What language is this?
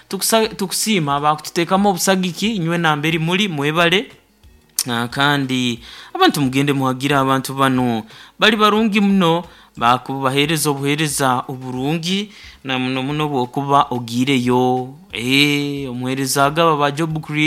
Nyoro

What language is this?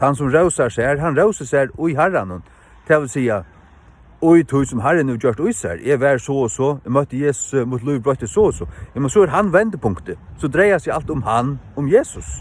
Faroese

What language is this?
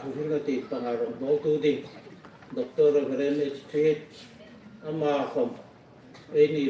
Hmar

